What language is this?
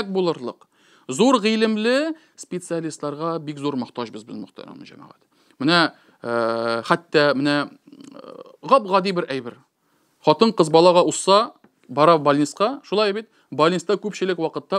Tatar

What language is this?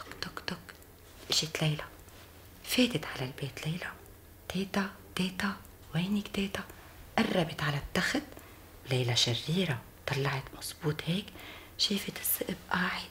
North Levantine Arabic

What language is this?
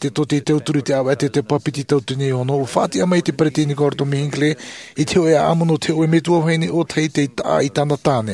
Tahitian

